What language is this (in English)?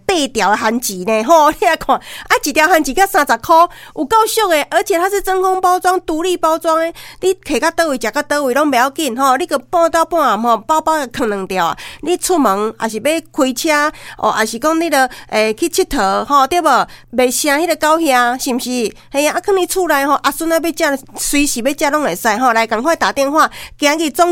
Min Nan Chinese